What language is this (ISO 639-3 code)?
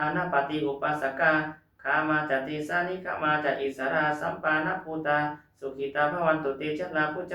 pli